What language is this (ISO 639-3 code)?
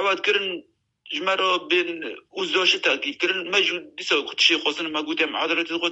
kur